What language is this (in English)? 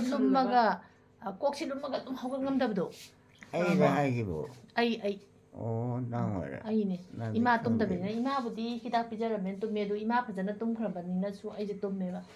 Manipuri